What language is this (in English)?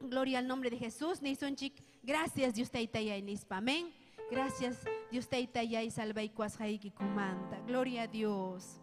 Ayacucho Quechua